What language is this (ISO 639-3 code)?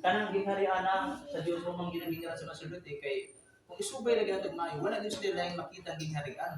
ceb